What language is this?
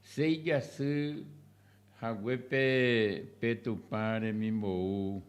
Guarani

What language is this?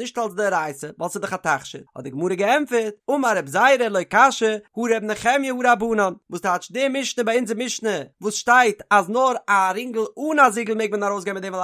Yiddish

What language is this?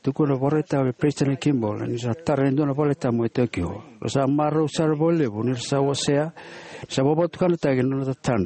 Fijian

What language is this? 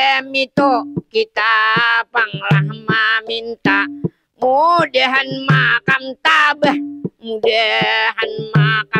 Banjar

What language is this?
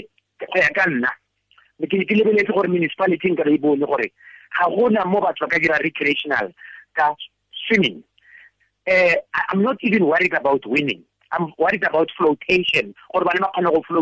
Tswana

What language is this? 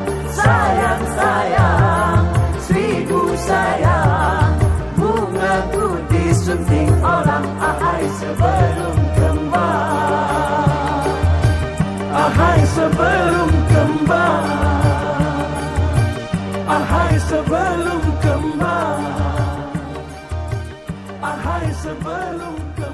Indonesian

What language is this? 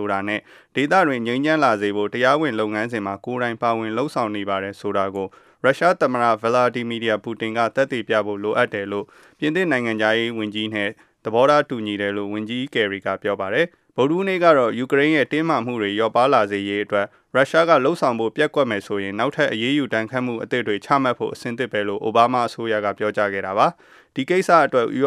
Burmese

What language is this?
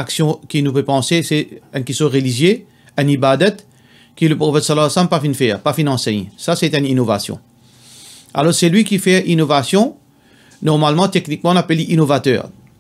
Morisyen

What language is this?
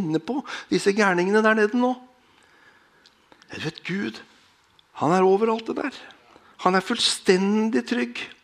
Norwegian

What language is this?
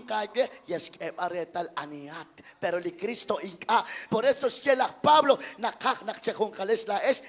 Kekchí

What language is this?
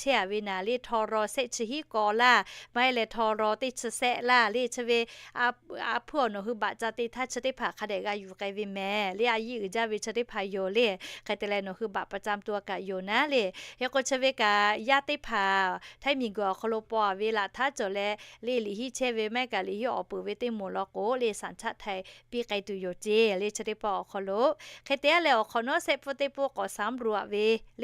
Lahu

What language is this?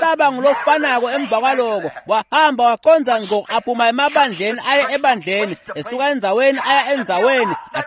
Swati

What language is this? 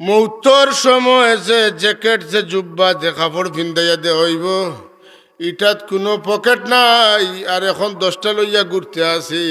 Sylheti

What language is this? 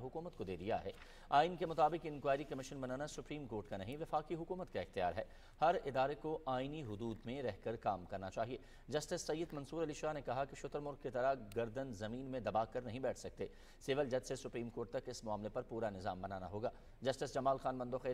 Urdu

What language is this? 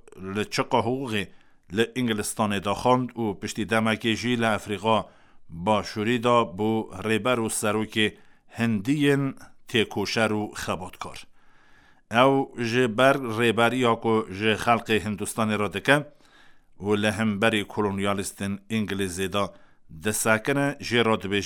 Kurdish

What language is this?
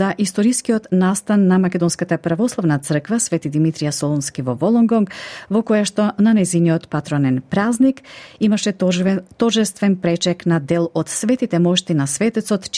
Macedonian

